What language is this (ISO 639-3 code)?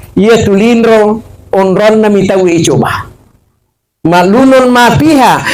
bug